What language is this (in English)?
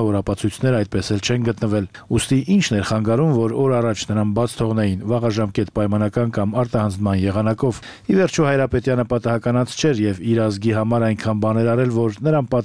Armenian